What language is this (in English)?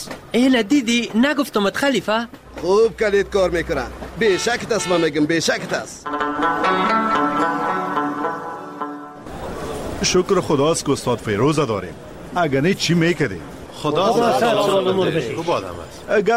Persian